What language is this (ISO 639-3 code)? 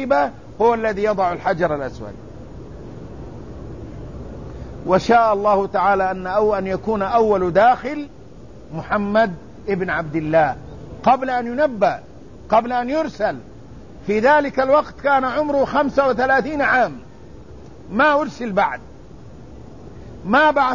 ara